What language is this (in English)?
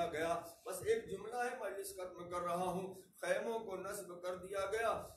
Urdu